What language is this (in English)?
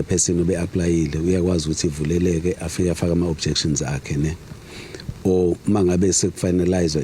Zulu